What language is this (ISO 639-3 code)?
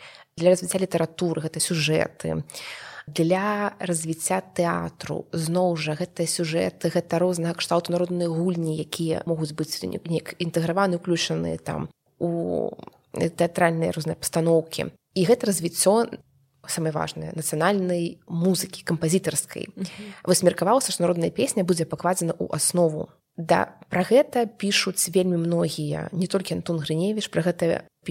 bel